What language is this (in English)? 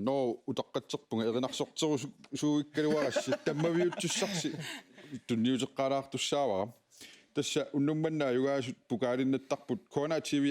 Kalaallisut